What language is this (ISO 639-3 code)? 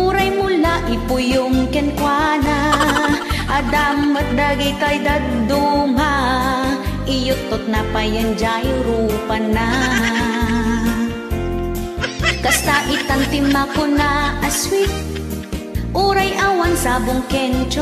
ilo